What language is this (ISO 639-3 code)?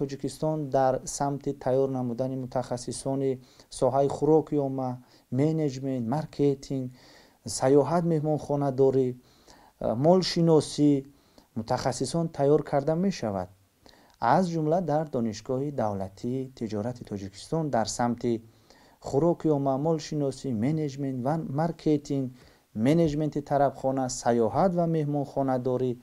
tgk